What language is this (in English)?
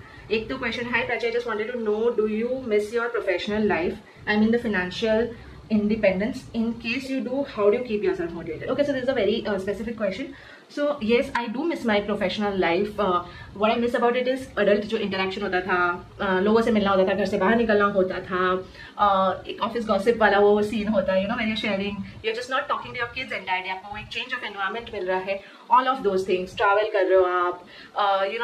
Hindi